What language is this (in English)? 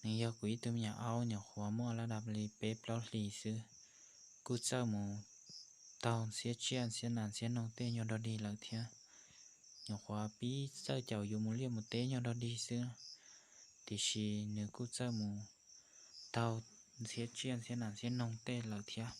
Hmong